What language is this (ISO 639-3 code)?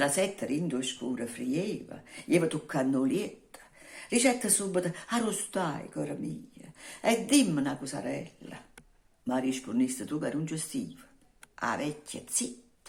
nap